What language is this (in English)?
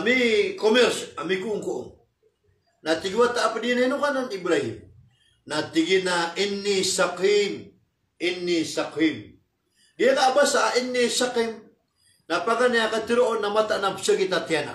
Maranao